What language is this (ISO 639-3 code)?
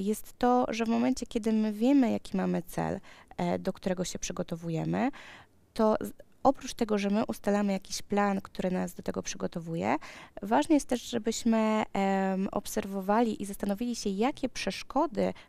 pol